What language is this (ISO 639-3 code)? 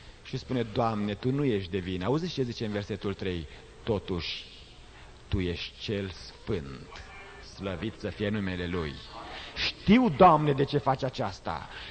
ron